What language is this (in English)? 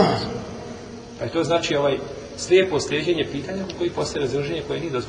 Bosnian